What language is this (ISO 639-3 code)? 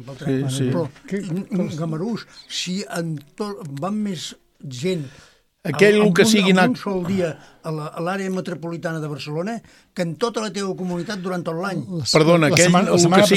cat